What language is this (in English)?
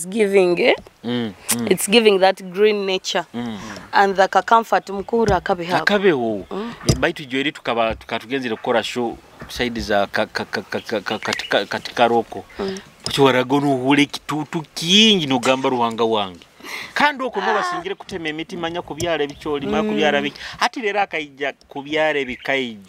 Nyoro